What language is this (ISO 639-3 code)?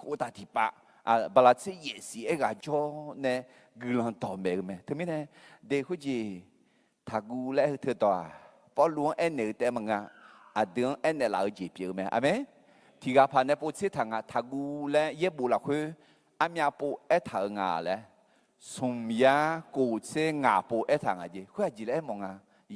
ahk